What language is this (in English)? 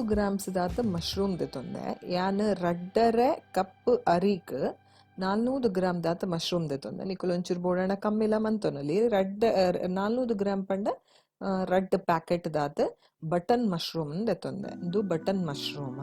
Tulu